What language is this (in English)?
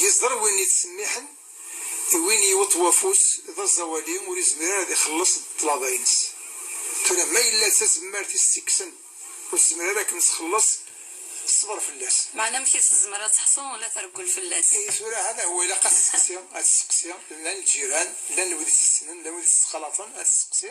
Kabyle